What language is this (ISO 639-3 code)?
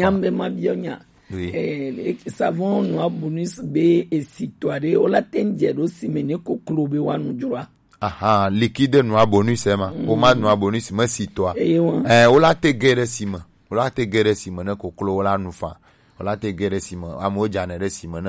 gej